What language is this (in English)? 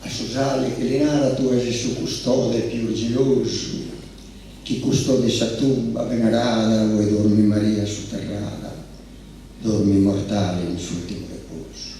Sardinian